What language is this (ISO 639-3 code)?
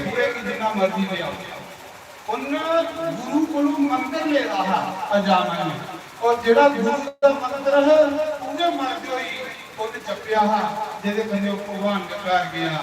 doi